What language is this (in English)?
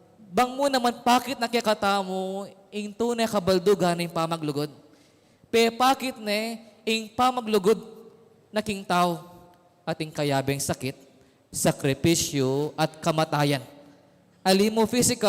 Pampanga